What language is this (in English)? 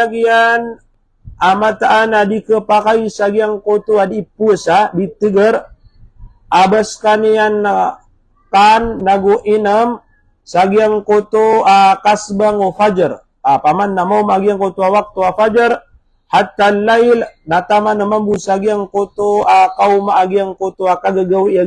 Maranao